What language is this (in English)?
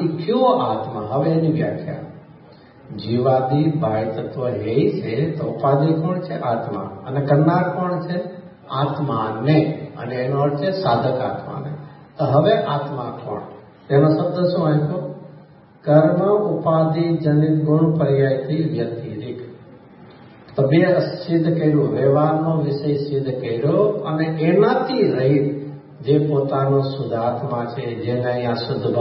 Gujarati